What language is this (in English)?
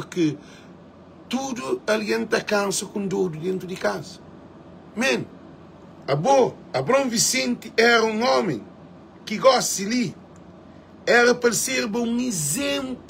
Kabuverdianu